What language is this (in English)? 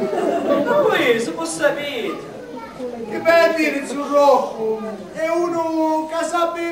Sicilian